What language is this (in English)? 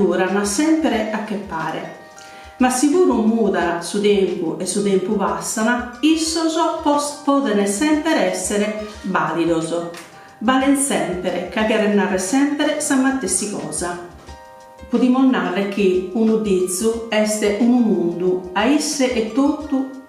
Sardinian